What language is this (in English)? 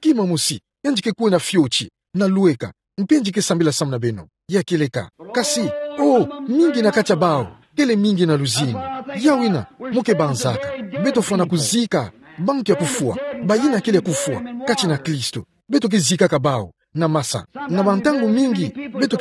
Kituba (Democratic Republic of Congo)